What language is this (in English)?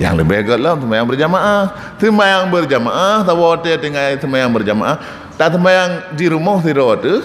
Achinese